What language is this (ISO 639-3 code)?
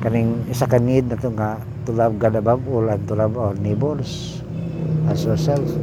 ceb